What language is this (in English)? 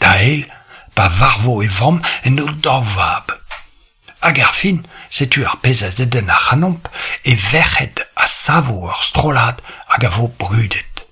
Breton